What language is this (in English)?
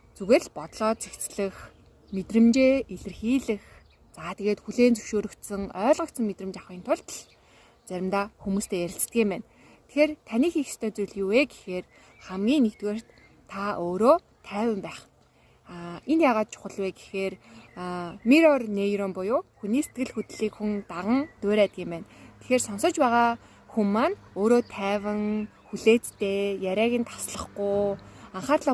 Mongolian